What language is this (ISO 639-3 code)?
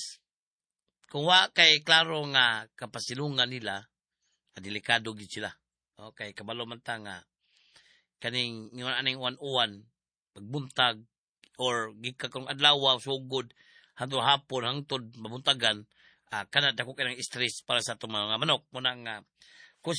ceb